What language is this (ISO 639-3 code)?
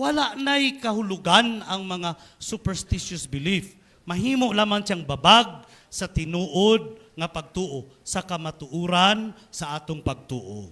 ceb